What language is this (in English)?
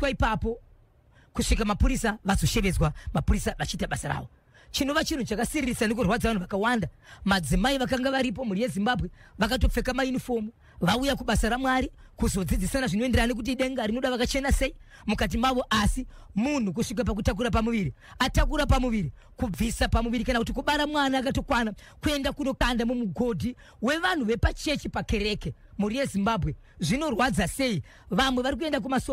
Shona